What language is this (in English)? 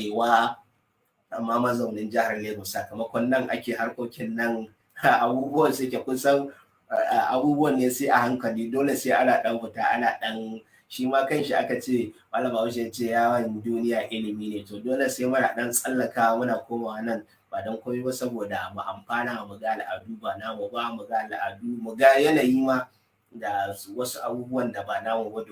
Hausa